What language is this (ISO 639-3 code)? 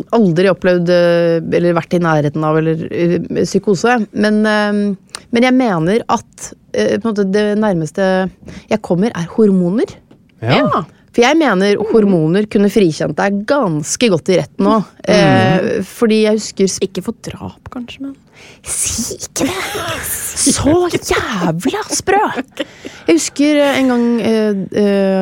nor